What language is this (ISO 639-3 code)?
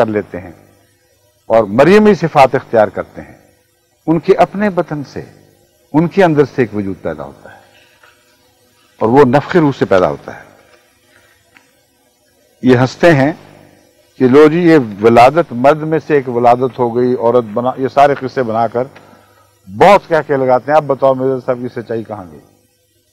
urd